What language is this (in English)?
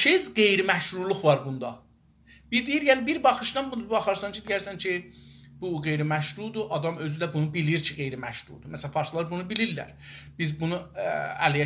South Azerbaijani